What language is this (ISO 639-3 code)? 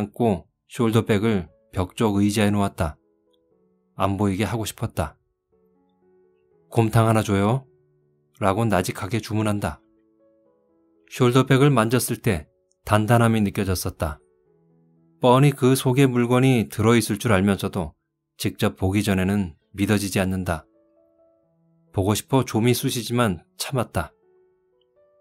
kor